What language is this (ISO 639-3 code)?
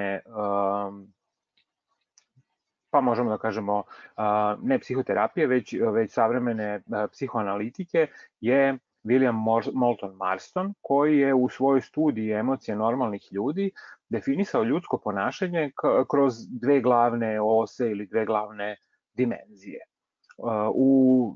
srp